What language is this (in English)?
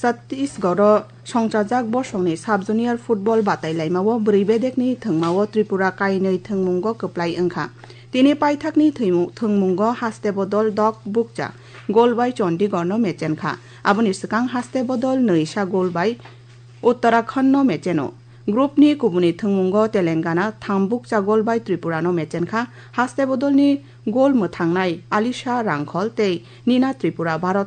Kok Borok